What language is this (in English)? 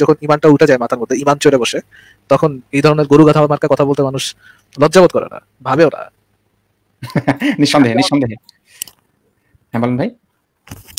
Bangla